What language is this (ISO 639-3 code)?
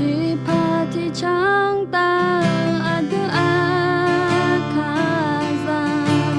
ahk